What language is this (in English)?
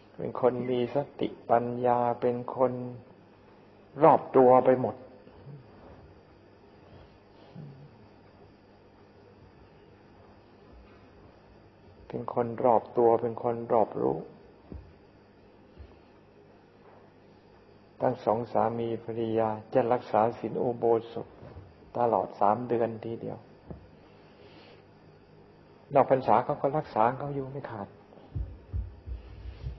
Thai